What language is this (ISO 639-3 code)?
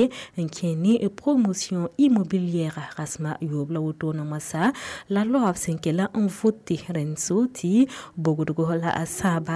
mos